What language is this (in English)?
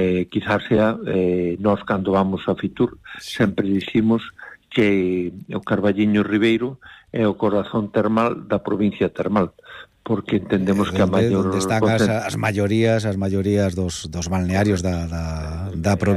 Galician